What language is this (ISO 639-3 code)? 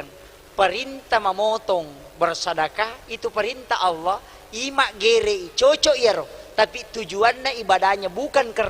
bug